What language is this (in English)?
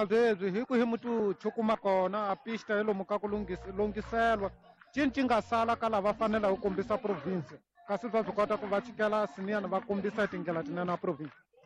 Tsonga